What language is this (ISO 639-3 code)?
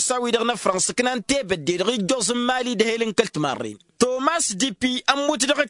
taq